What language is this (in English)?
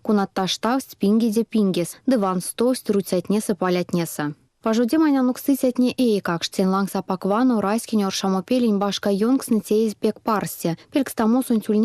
Erzya